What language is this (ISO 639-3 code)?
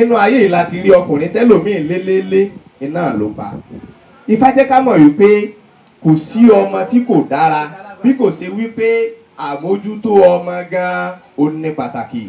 yor